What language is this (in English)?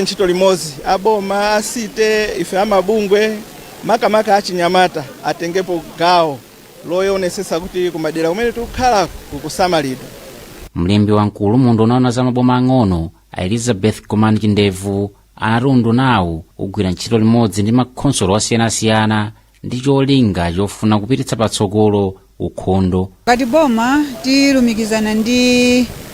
Nyanja